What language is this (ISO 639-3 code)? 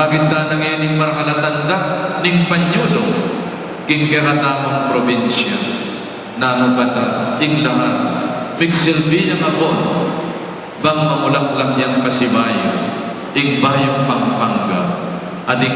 pam